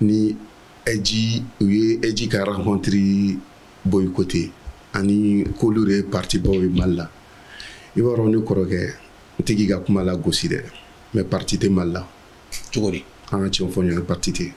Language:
Bambara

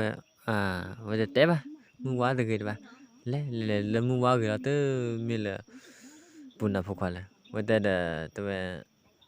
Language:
S'gaw Karen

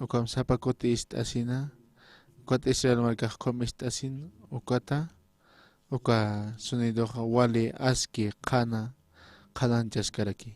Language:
Aymara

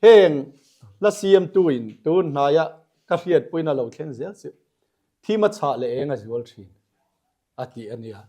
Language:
Mizo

